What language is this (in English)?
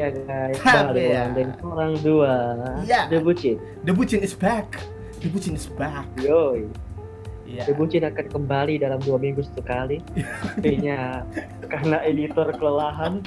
Manado Malay